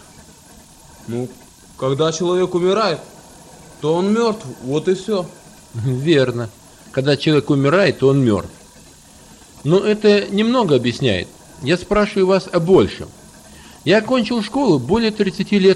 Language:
Russian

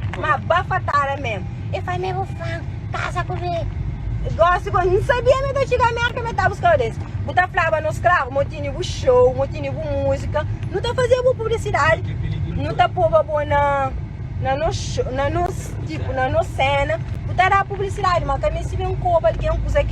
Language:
Kabuverdianu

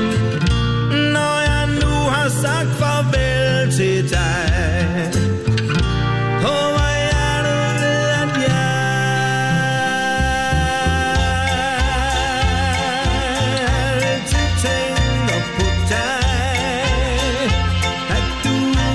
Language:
Danish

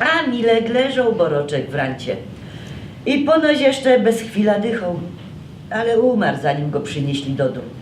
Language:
Silesian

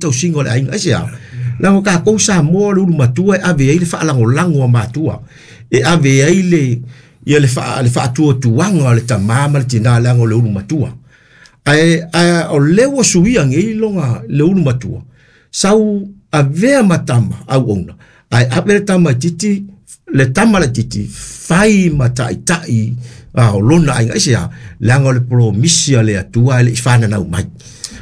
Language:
Samoan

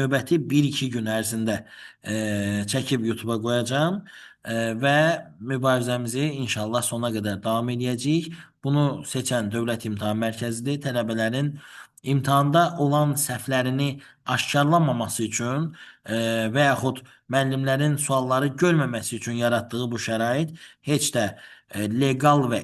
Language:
Azerbaijani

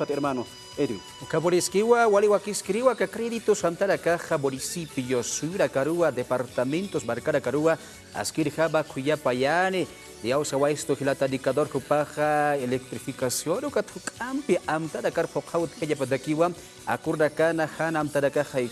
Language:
Aymara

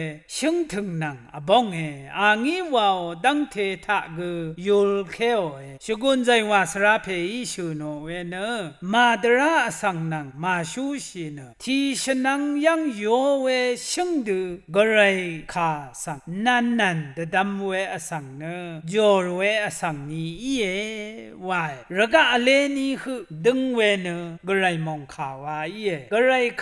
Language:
Rawang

